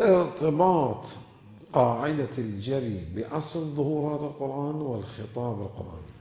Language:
Mesopotamian Arabic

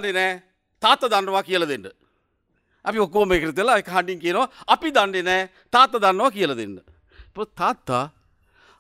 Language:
Sinhala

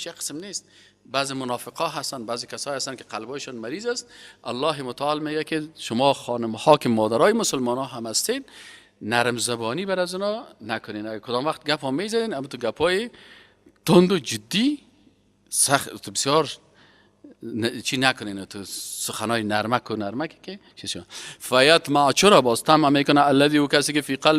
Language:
Persian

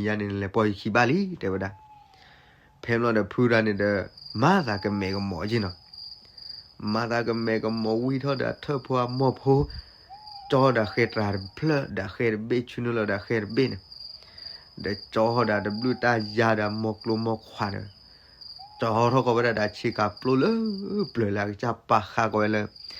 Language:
S'gaw Karen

